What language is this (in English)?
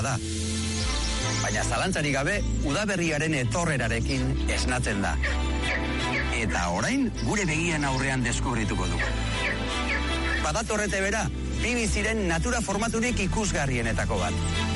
Basque